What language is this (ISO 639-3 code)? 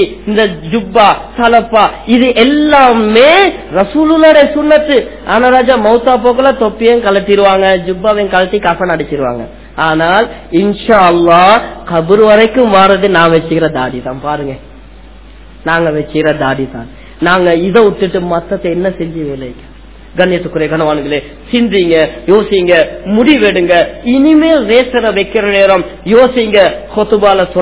tam